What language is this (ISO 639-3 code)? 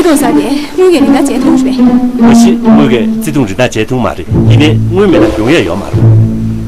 bod